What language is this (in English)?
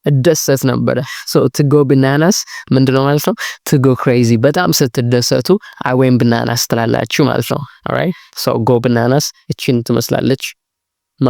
Amharic